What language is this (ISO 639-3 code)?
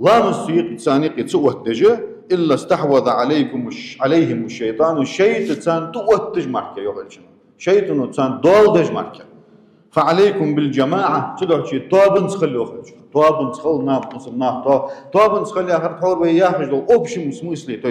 inh